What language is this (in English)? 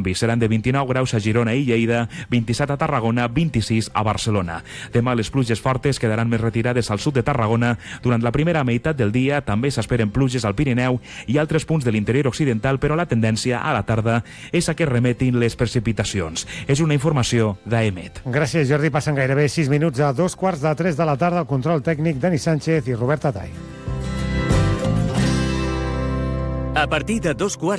Catalan